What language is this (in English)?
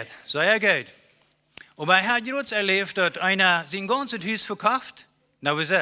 Plautdietsch